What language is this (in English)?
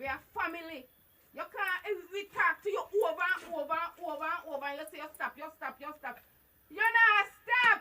Jamaican Creole English